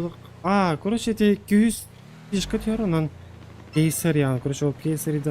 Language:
Yakut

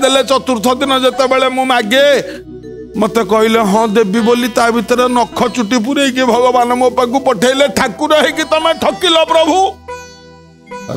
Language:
Odia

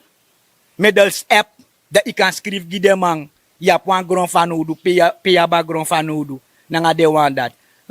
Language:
Sranan Tongo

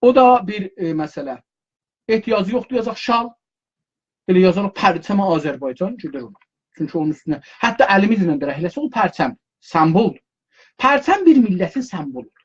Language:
South Azerbaijani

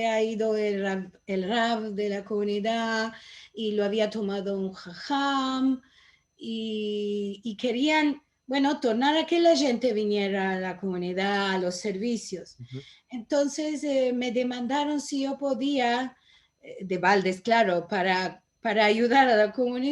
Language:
Ladino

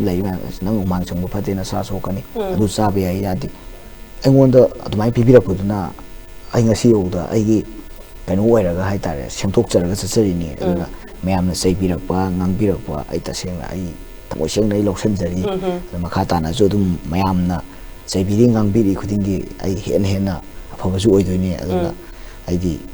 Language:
Manipuri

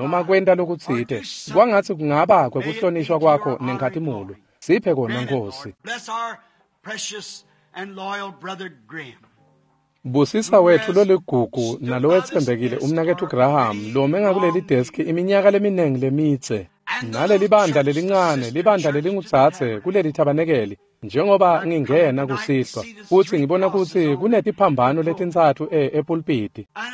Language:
Swati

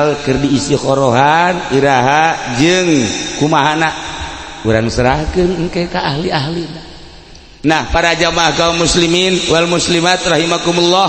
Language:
Sundanese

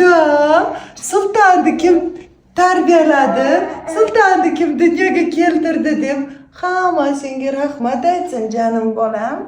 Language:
Uzbek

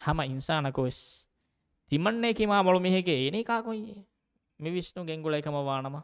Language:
Divehi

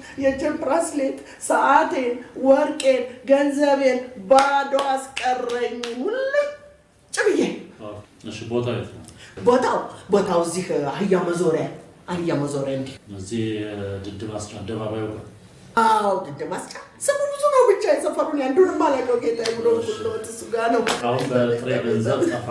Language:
Amharic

